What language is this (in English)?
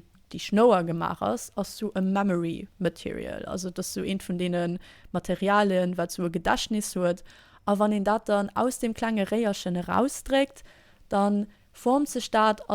Luxembourgish